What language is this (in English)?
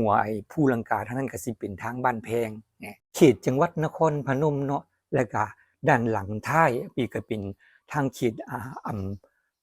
Northeastern Thai